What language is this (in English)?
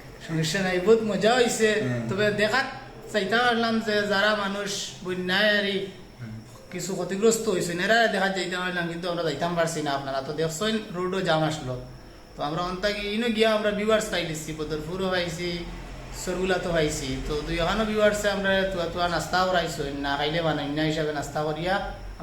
Sylheti